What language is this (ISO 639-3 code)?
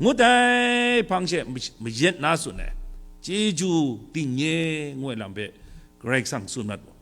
kac